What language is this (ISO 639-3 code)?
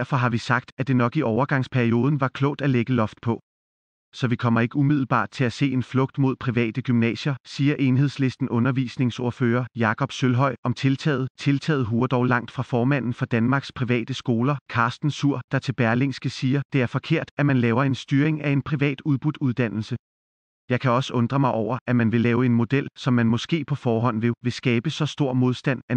dan